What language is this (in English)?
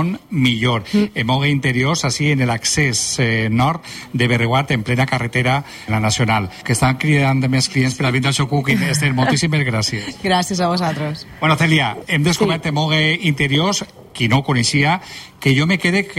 Catalan